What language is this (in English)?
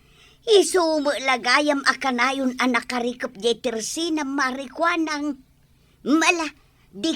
Iloko